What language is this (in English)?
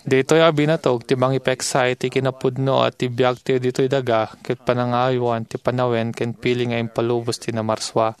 Iloko